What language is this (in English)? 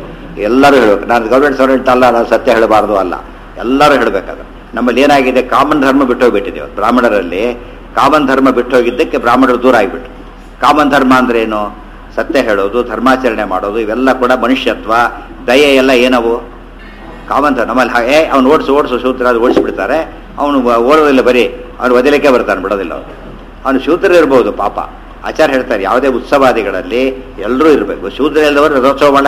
Kannada